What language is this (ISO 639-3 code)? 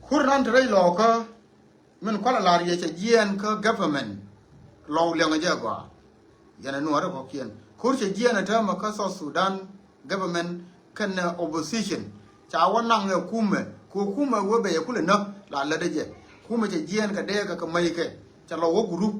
nus